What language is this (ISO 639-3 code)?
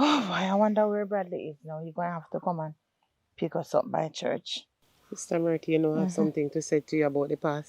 jam